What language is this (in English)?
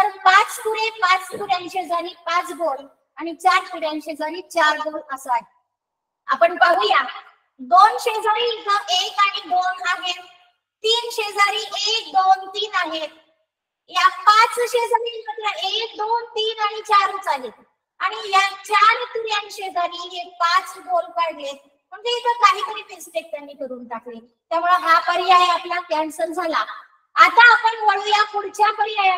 Marathi